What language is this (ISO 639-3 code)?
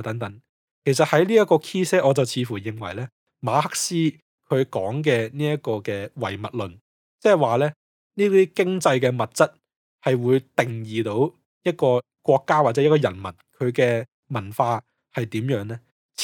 yue